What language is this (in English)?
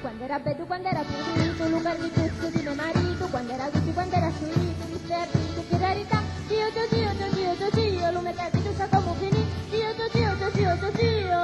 Sicilian